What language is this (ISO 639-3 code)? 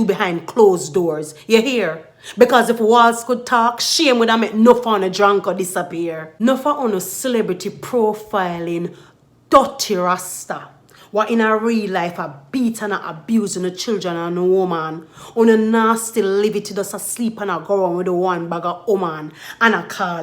jam